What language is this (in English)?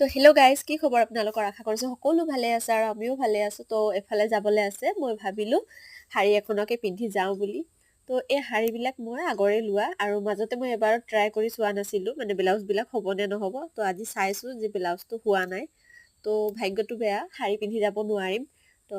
Assamese